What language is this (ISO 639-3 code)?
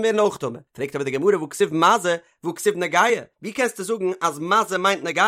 yid